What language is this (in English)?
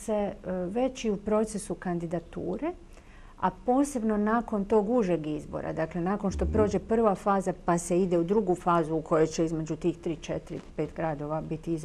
Croatian